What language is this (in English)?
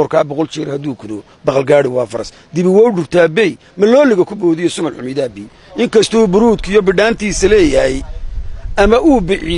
Somali